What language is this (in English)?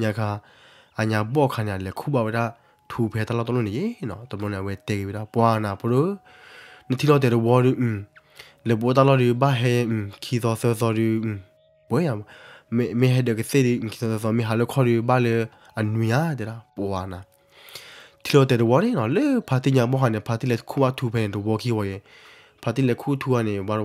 S'gaw Karen